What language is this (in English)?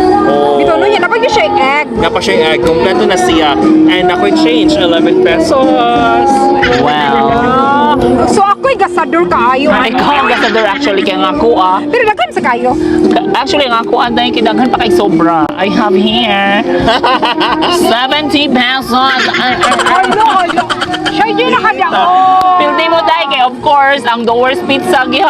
Cebuano